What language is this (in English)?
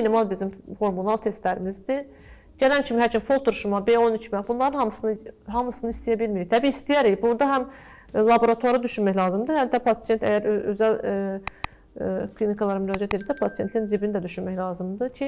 Azerbaijani